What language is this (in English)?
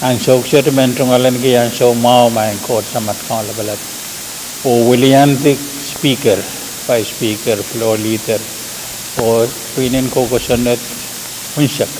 Pohnpeian